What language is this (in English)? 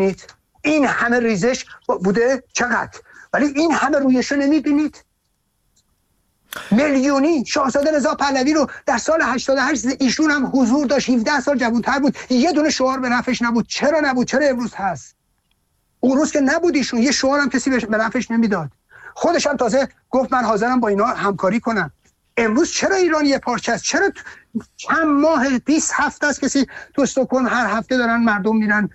Persian